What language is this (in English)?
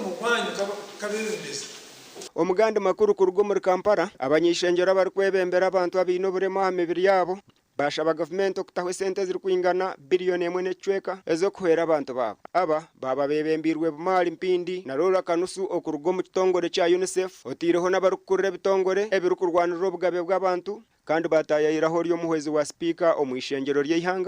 Nyankole